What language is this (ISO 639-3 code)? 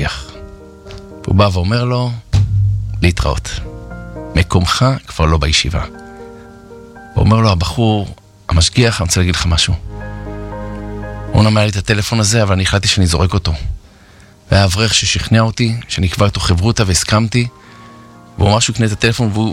heb